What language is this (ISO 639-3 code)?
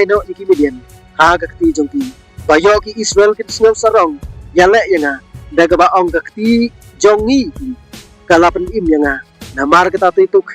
kha